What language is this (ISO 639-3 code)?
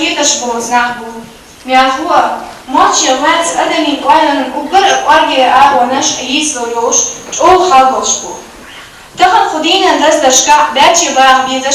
che